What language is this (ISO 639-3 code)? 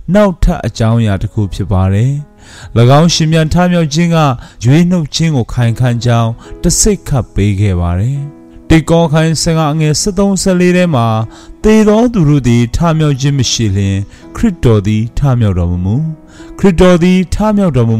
mya